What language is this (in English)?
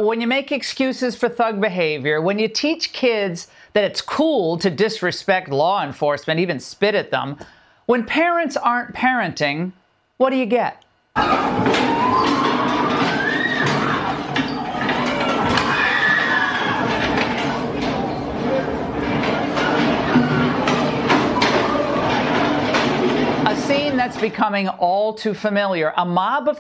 English